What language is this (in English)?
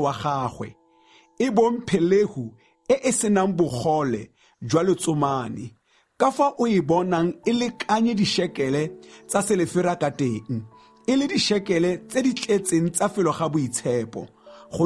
Tswana